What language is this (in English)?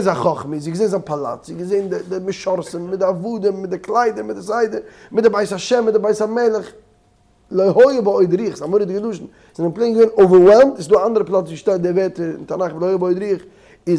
Yiddish